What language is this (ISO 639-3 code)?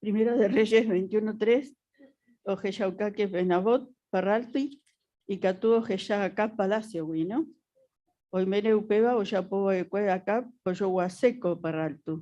grn